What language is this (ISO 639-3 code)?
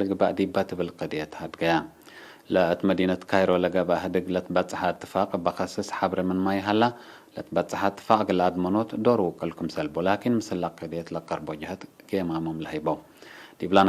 tig